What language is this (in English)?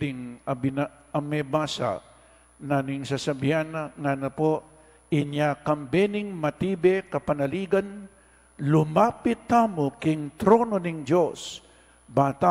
Pampanga